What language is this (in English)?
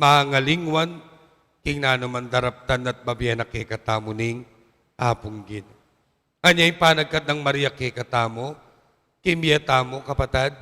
Pampanga